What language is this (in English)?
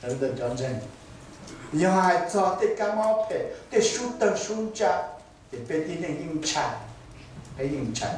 Hmong